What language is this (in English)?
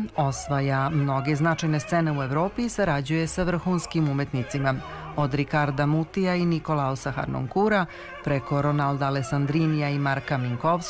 Serbian